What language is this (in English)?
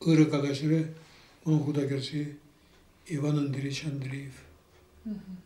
Chuvash